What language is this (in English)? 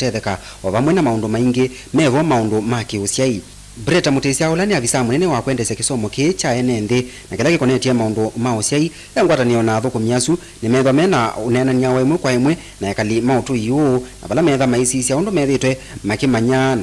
Kamba